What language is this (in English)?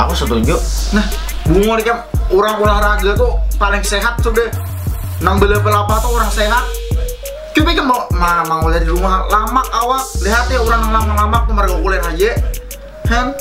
Banjar